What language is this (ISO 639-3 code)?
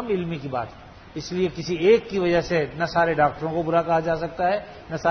urd